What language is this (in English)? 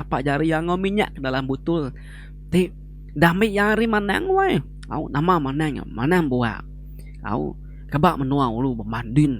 Iban